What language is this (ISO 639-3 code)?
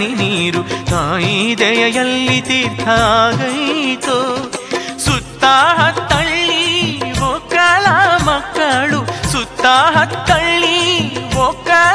kan